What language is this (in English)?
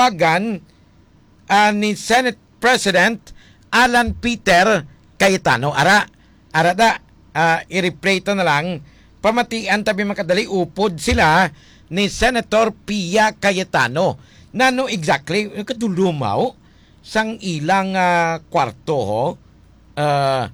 Hiligaynon